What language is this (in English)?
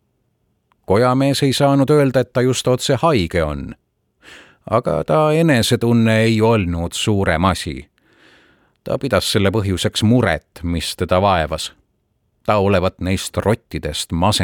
Estonian